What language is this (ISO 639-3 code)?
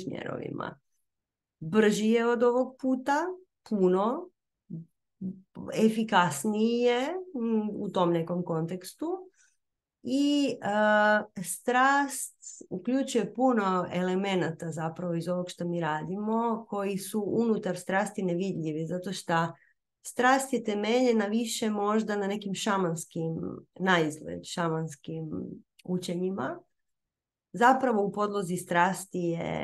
hrv